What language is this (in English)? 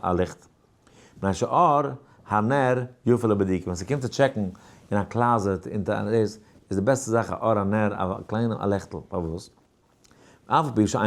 Yiddish